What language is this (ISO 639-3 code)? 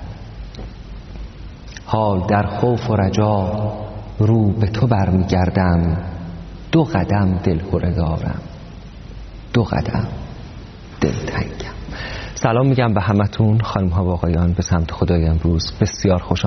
fas